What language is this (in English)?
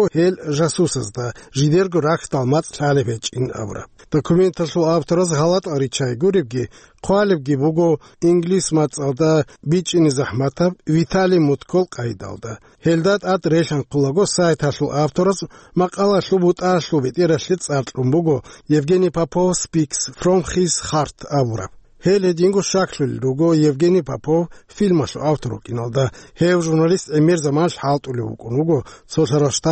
Avaric